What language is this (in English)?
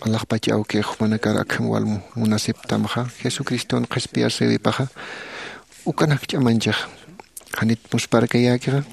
Aymara